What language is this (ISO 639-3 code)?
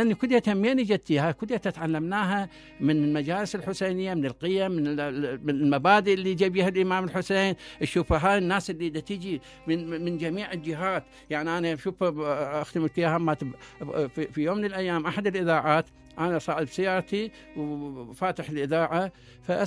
acm